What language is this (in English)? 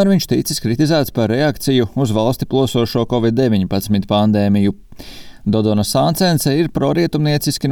Latvian